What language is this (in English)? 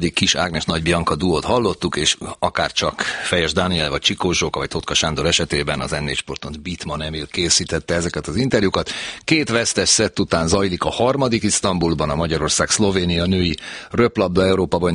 Hungarian